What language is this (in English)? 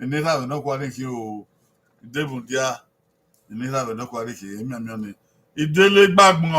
Bini